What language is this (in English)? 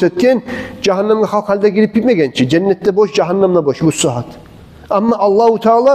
Kumyk